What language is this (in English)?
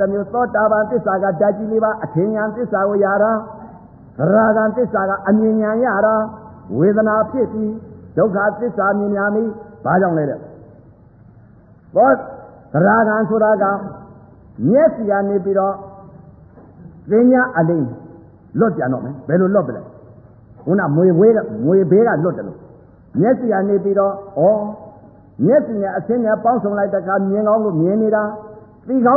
Burmese